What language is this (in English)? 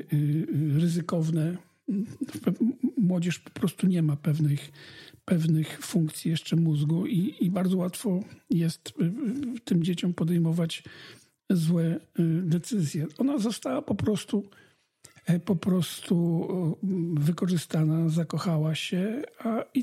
Polish